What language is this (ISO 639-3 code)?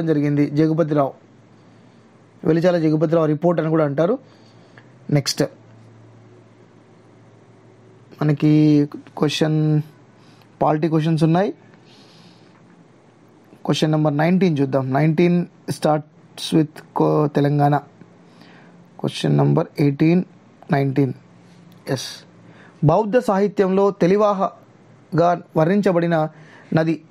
tel